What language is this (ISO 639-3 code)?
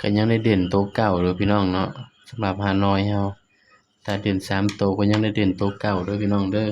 tts